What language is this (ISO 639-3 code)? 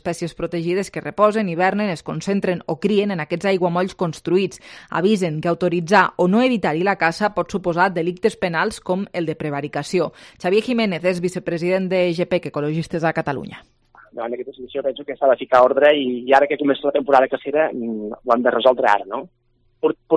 cat